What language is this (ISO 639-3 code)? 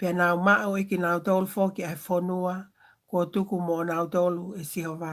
ton